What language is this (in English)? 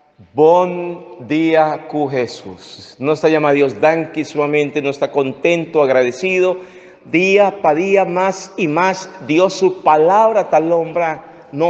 Papiamento